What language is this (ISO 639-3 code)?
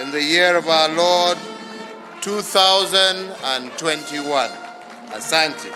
kam